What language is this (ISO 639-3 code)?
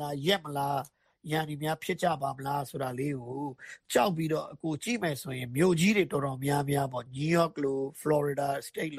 mya